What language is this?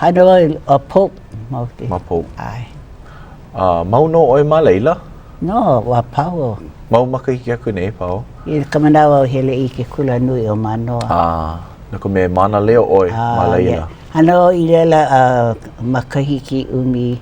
Hawaiian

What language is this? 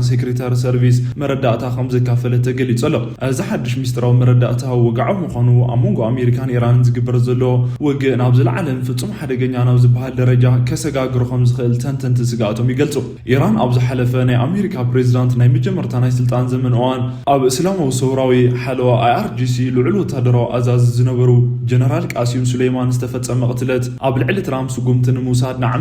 Tigrinya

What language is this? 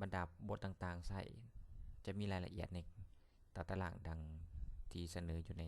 Lao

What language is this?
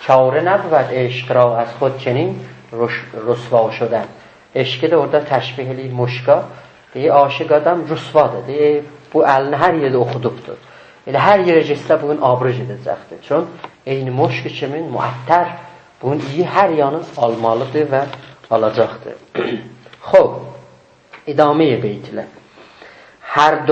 South Azerbaijani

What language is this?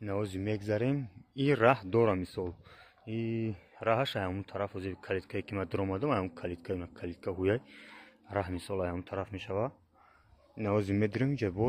Tajik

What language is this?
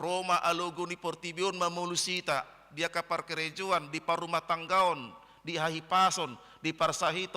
Batak Toba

